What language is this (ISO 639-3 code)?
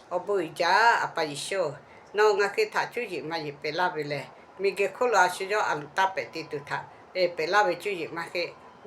lhu